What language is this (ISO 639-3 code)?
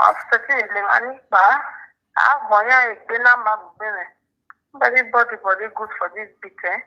pcm